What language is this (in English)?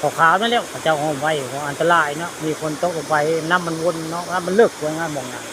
Northeastern Thai